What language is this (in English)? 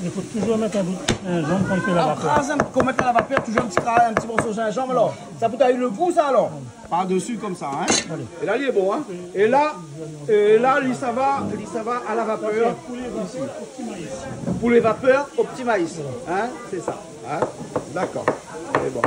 Réunion Creole French